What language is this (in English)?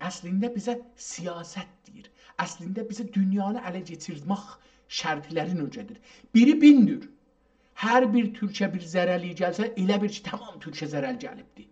South Azerbaijani